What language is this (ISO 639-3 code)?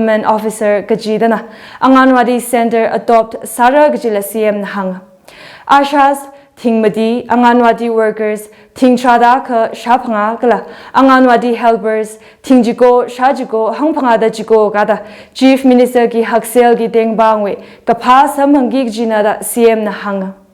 nmf